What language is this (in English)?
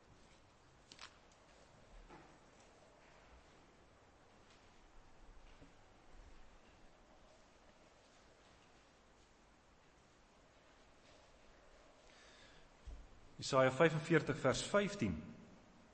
Afrikaans